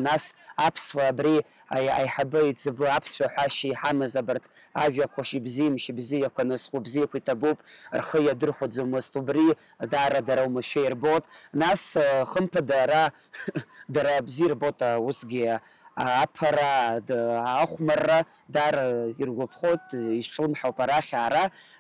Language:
Abkhazian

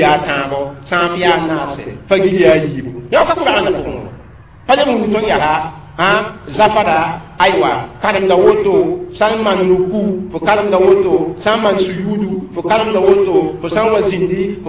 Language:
Mossi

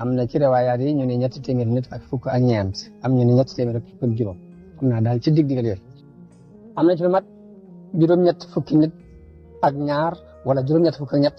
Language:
Wolof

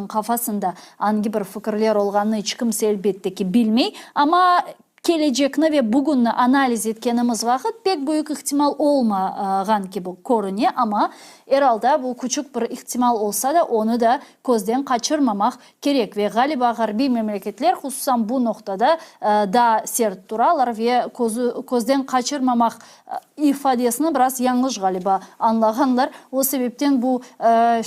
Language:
Crimean Tatar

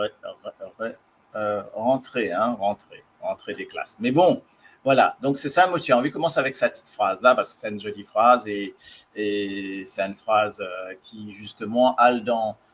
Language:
Morisyen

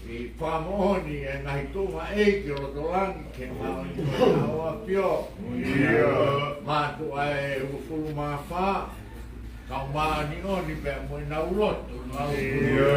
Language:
Tongan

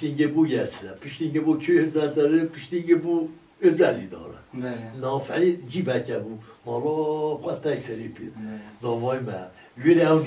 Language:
Kurdish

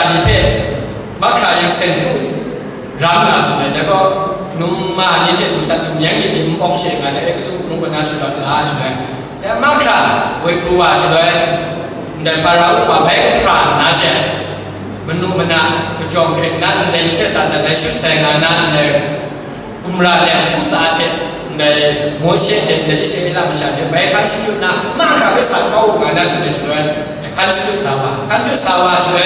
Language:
Kachin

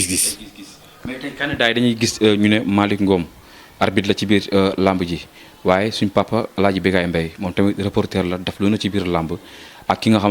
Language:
Wolof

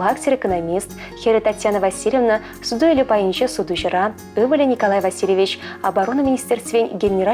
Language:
Chuvash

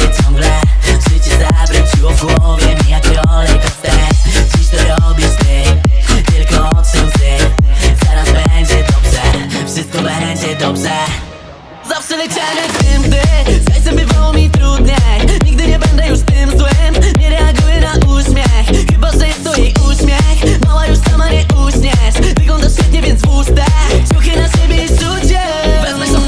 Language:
Polish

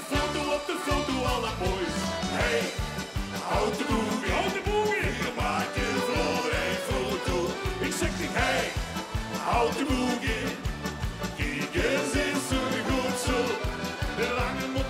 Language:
Limburgish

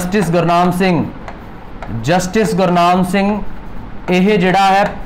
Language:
Punjabi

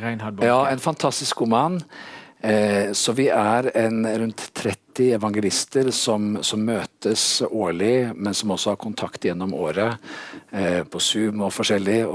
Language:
Norwegian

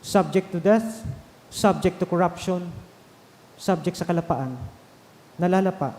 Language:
Bikol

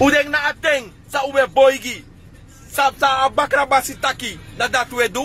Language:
Sranan Tongo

